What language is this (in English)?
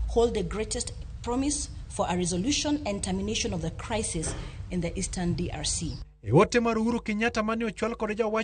Luo (Kenya and Tanzania)